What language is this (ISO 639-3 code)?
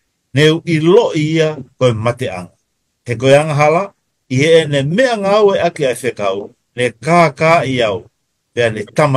ton